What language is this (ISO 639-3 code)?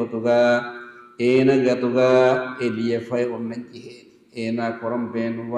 div